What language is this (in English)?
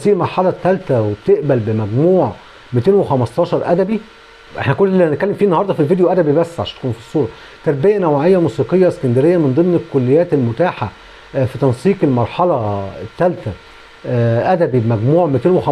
Egyptian Arabic